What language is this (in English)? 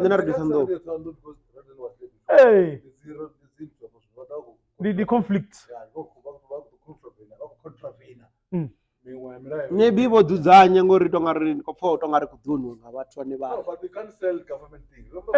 Venda